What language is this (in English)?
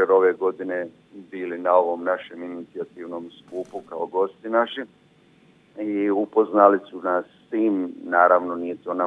Croatian